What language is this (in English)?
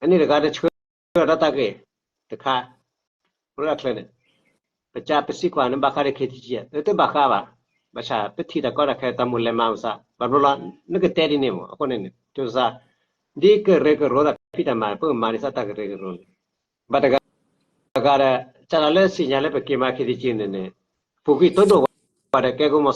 S'gaw Karen